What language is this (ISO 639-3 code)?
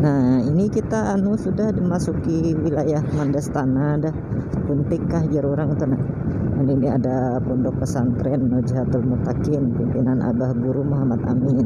bjn